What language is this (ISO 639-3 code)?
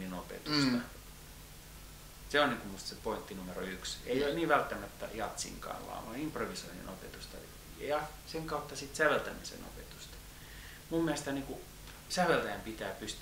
fin